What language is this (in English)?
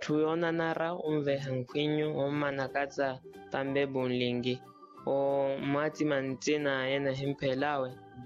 Makhuwa